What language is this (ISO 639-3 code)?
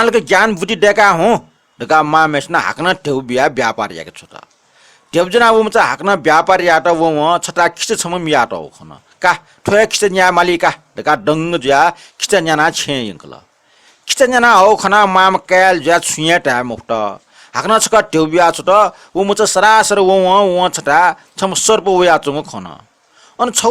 new